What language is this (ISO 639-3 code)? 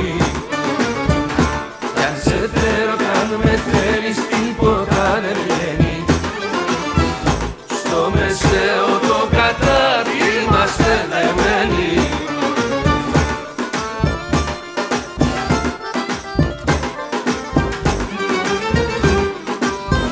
ell